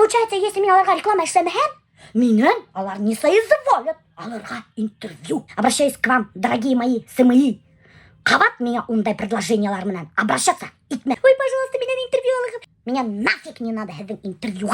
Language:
Bashkir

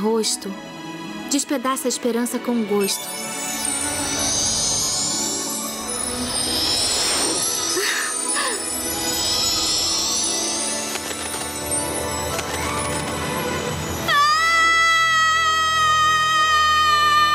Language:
Portuguese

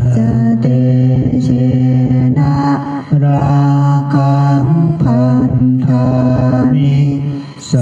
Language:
Pali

